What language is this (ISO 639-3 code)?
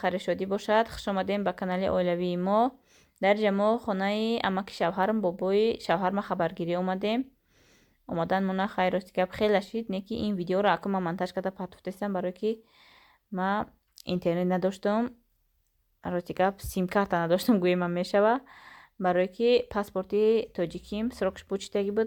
tgk